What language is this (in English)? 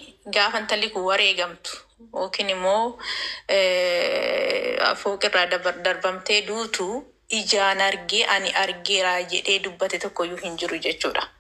Oromo